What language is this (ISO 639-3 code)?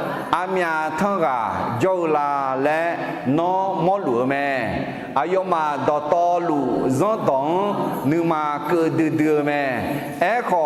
ahk